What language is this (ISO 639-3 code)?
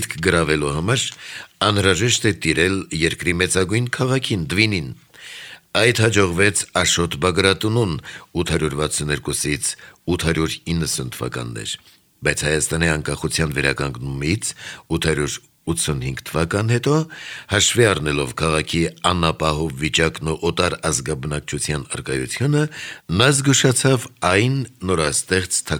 hye